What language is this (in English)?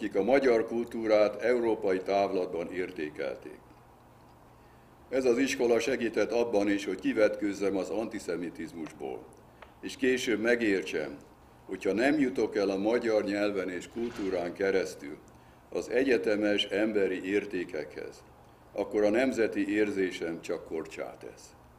Hungarian